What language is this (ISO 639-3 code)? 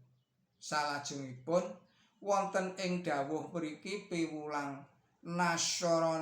jav